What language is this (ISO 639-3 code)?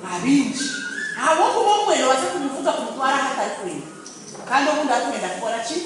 nyn